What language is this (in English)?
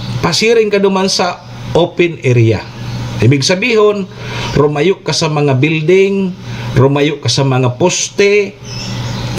Bikol